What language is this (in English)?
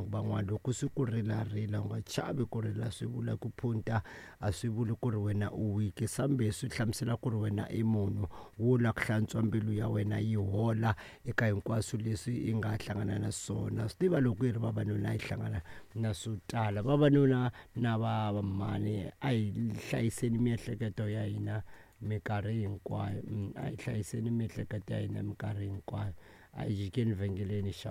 Tsonga